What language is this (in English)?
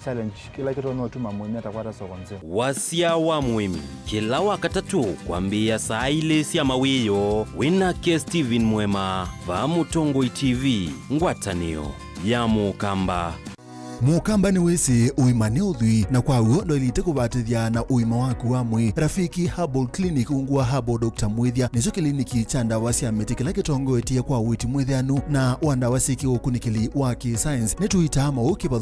Kamba